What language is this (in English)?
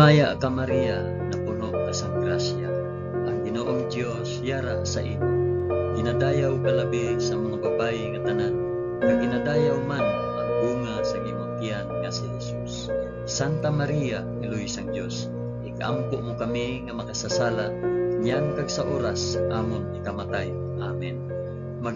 Hiligaynon